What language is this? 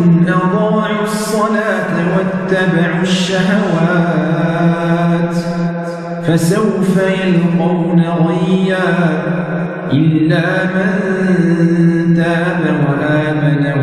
Arabic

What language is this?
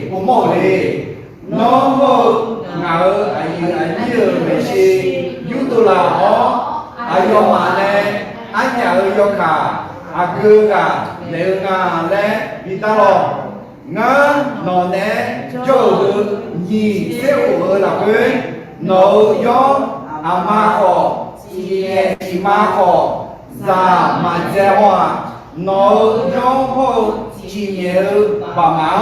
Akha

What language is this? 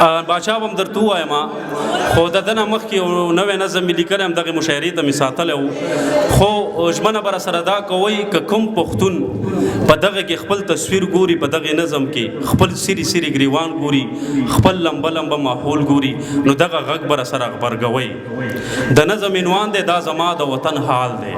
Pashto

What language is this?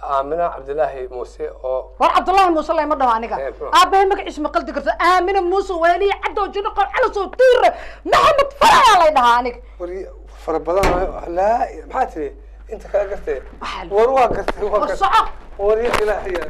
Somali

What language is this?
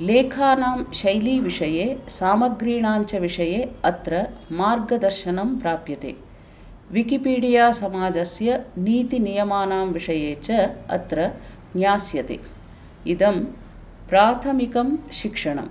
Sanskrit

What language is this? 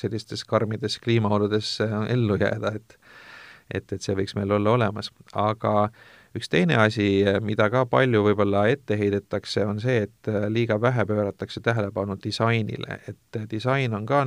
Estonian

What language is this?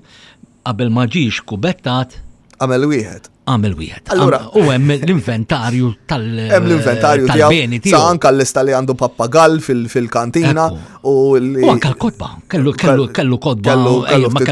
Maltese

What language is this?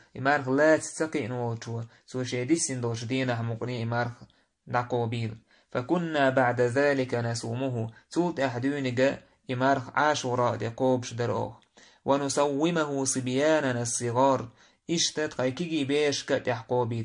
Chechen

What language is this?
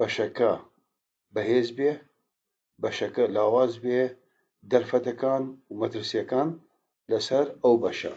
Central Kurdish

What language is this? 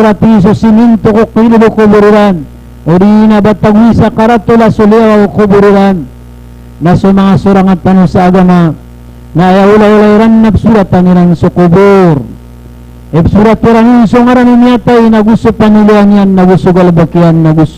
Maranao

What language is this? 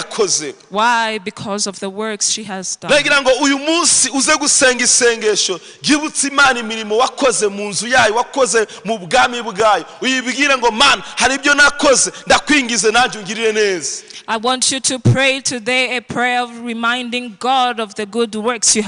Kinyarwanda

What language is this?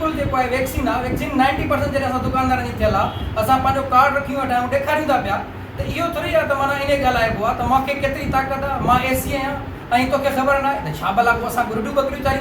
Sindhi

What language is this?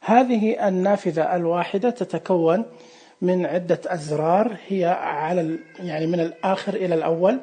Najdi Arabic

